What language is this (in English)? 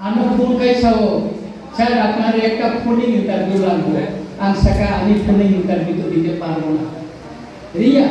Kok Borok